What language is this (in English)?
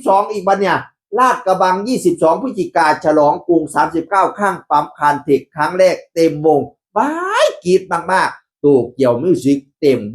Northeastern Thai